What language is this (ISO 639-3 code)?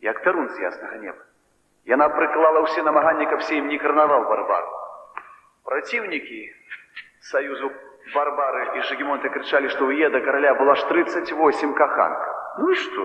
bel